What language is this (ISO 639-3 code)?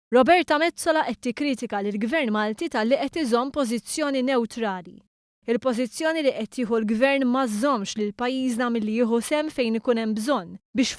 mlt